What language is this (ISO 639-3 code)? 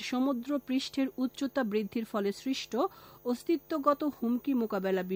ben